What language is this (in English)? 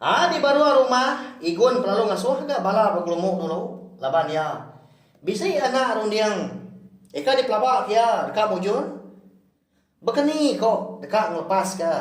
Iban